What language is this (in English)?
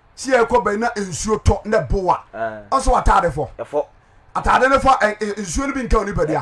Akan